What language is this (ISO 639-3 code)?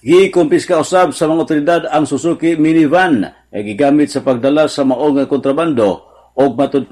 ceb